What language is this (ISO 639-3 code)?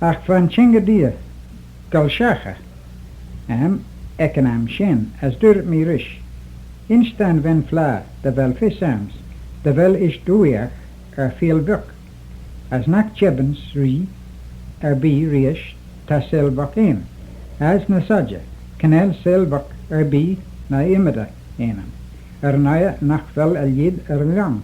glv